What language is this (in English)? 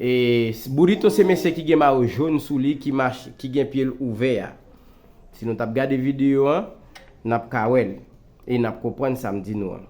Haitian Creole